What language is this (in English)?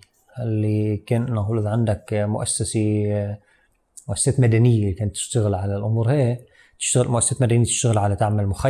North Levantine Arabic